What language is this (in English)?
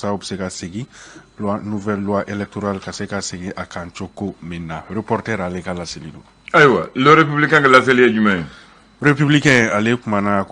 Bambara